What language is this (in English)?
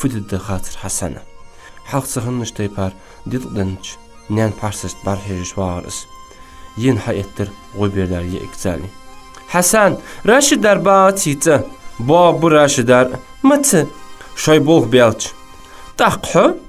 Ingush